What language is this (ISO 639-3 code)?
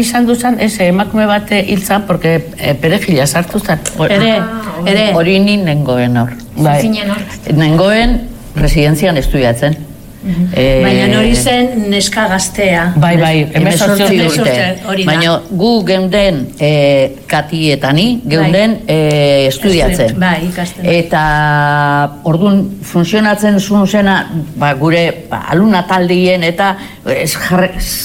eus